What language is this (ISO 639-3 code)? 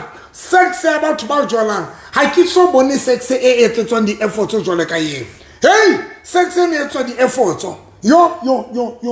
sot